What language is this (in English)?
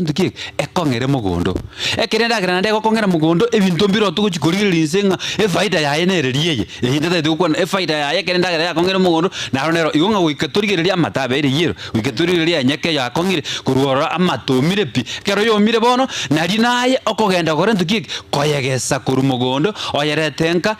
Gusii